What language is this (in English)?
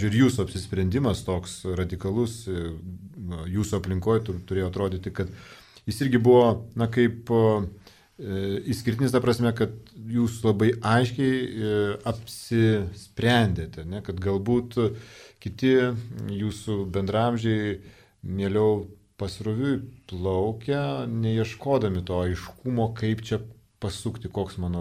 Lithuanian